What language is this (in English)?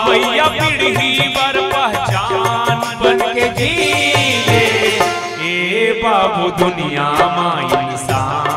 Chhattisgarhi